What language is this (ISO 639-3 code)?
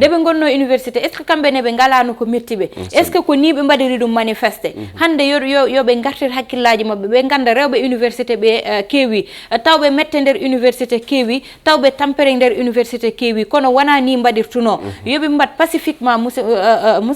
ful